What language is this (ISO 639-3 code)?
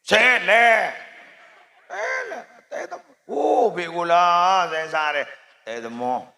mad